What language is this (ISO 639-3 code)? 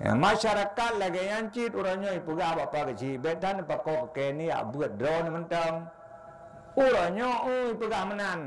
ace